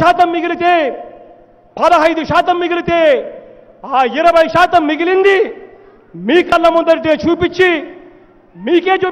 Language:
Telugu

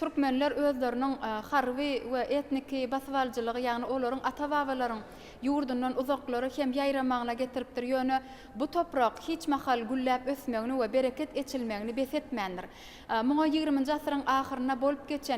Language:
Turkmen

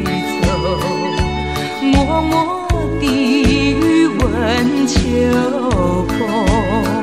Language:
Chinese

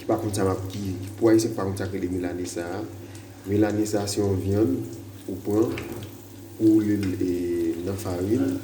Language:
Haitian Creole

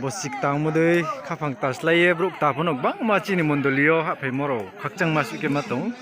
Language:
Riang (India)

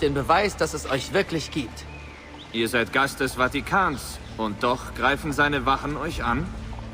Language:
Bavarian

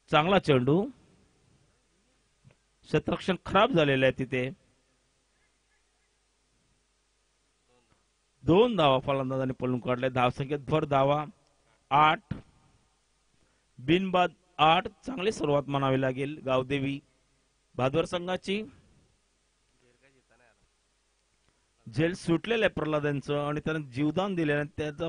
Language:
Marathi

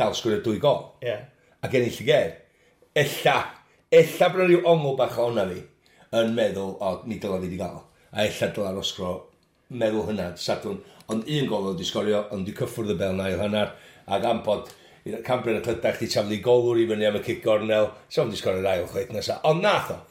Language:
Welsh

